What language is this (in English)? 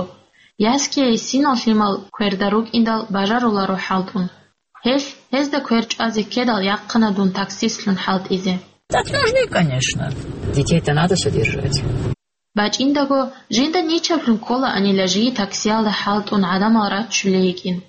Avaric